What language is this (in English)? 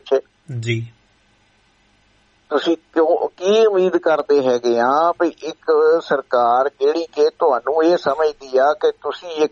Punjabi